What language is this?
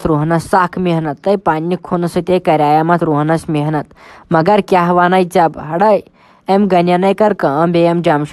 Kashmiri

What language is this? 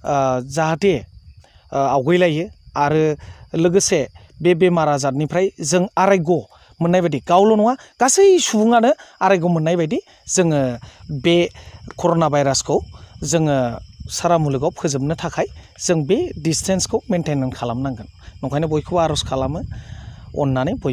Bodo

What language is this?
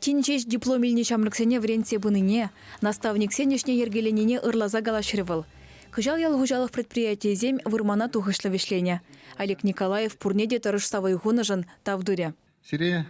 Chuvash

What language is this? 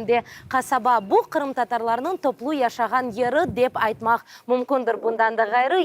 Crimean Tatar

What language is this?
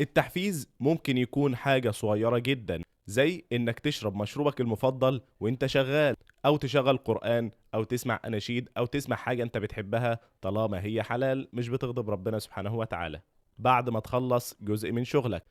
Egyptian Arabic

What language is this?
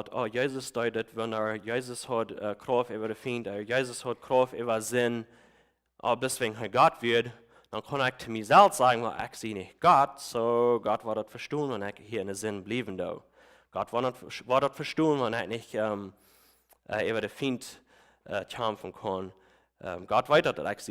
Plautdietsch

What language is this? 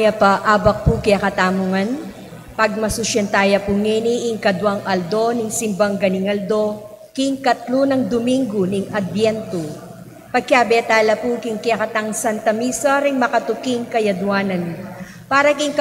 Pampanga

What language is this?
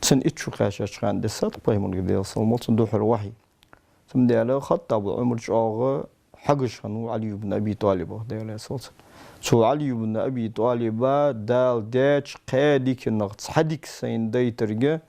Ingush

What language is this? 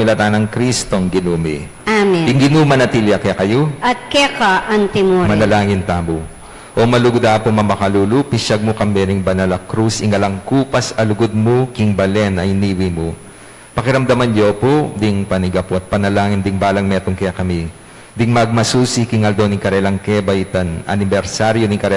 Pampanga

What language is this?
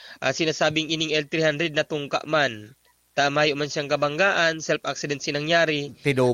Bikol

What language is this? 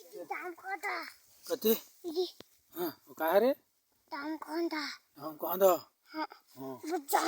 Chhattisgarhi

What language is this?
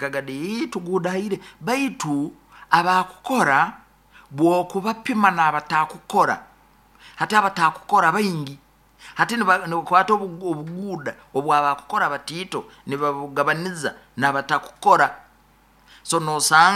Nyoro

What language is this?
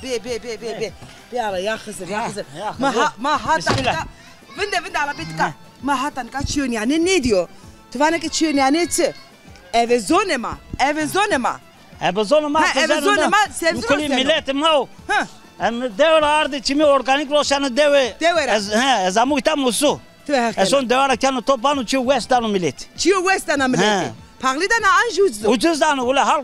Zaza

